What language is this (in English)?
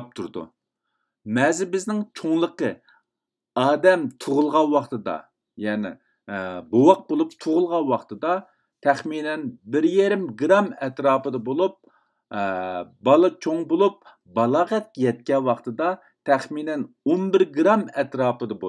Uyghur